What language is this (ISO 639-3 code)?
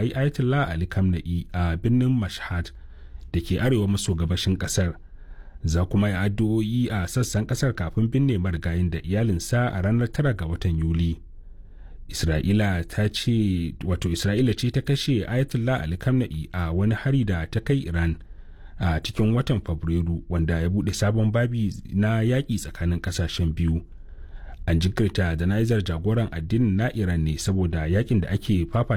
hau